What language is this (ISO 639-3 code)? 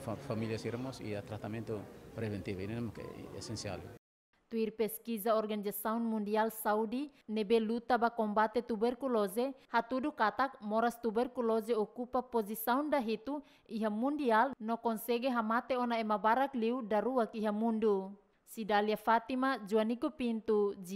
tet